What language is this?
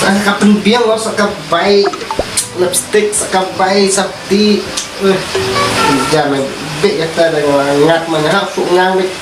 Khasi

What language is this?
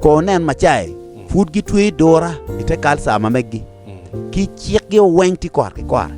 Acoli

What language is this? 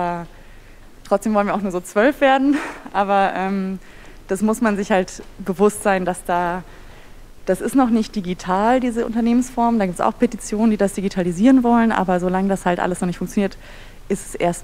German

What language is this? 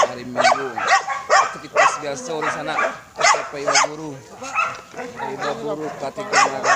Minangkabau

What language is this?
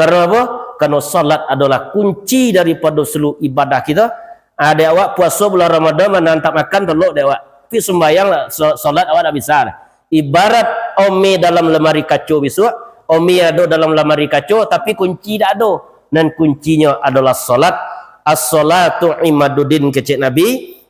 Minangkabau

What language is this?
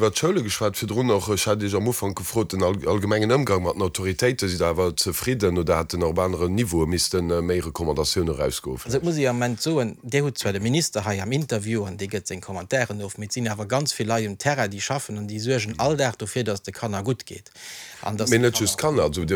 Luxembourgish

